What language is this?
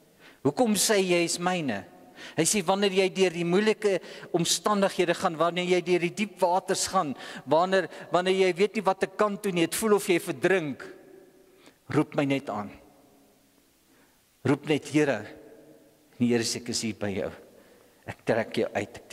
Afrikaans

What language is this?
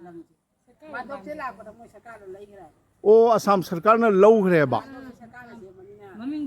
Manipuri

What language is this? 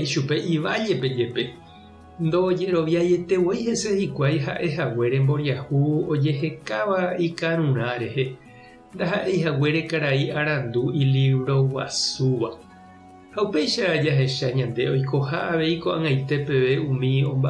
Guarani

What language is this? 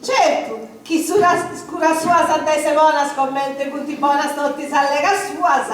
Sardinian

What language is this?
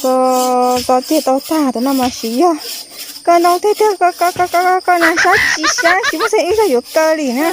Hmong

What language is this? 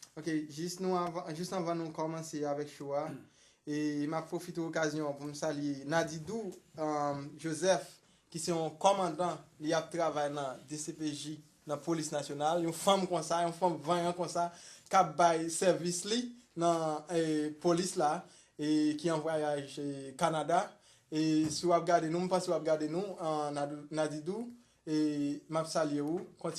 Haitian Creole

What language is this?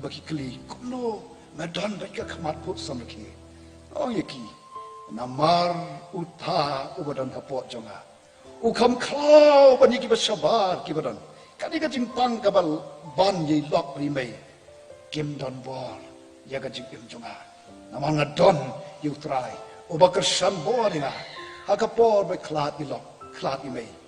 Khasi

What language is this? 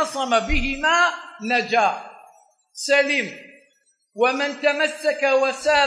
Arabic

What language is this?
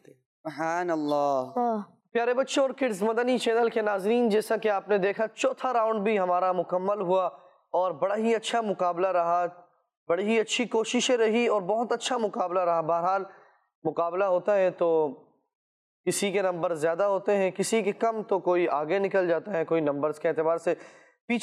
Urdu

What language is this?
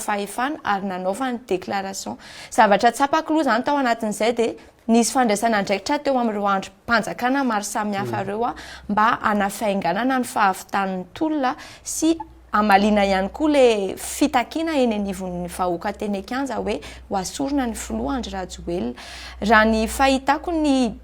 Malagasy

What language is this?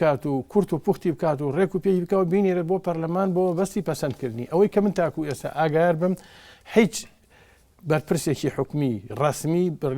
Central Kurdish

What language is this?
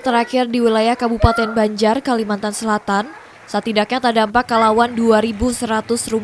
Banjar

